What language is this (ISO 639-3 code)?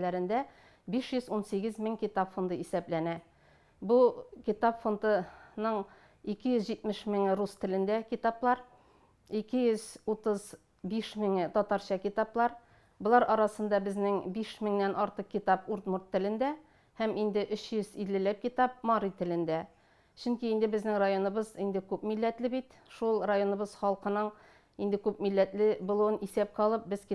tat